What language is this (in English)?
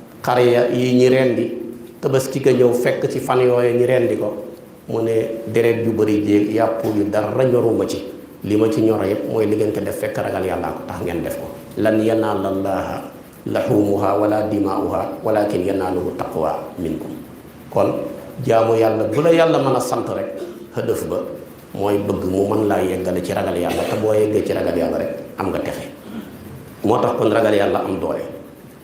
Wolof